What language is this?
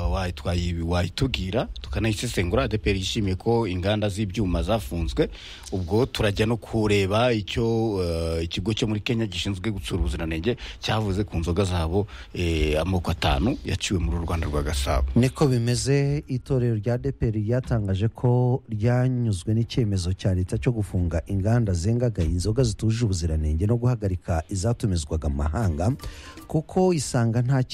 Kinyarwanda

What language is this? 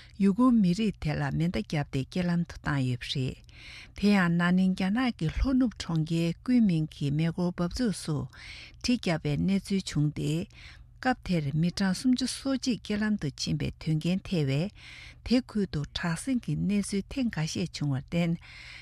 Tibetan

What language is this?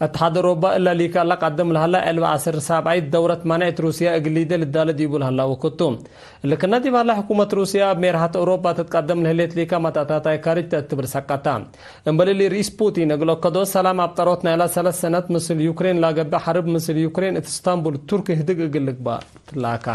Tigre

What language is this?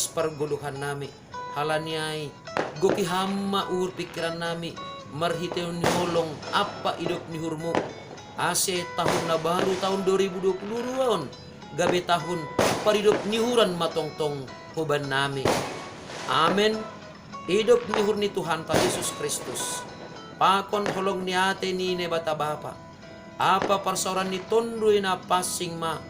Batak Simalungun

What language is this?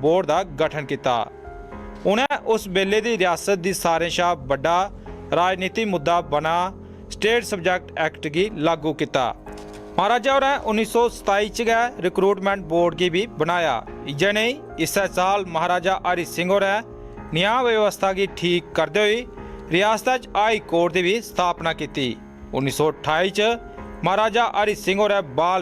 Dogri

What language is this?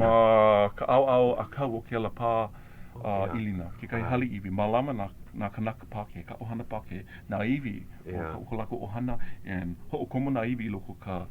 Hawaiian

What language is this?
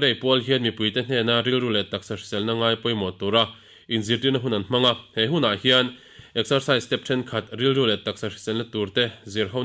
Mizo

